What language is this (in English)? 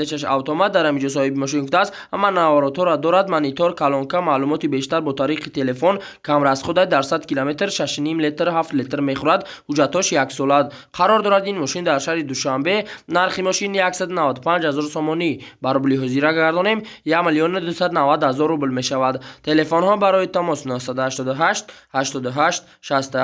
Tajik